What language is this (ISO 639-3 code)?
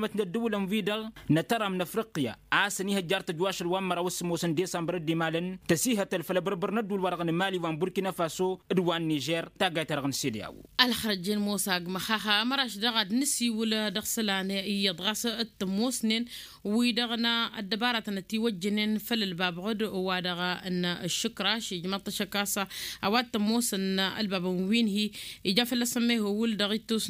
taq